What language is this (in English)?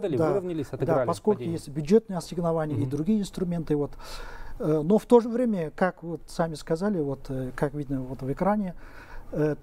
Russian